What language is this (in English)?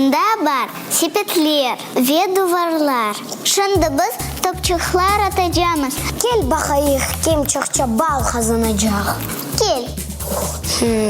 Crimean Tatar